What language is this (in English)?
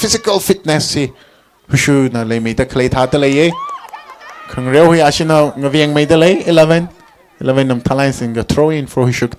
Tangkhul Naga (India)